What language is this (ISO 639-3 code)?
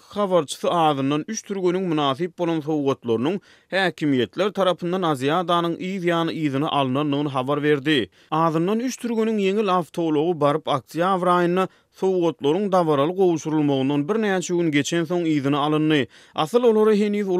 tuk